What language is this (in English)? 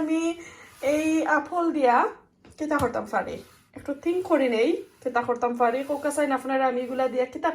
Sylheti